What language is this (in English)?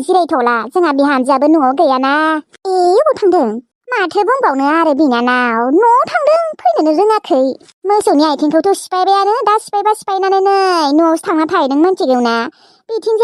Bodo